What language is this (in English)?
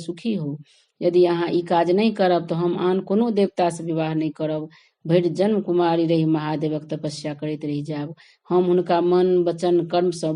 Maithili